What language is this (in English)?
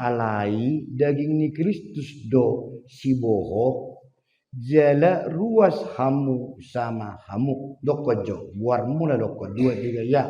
Batak Toba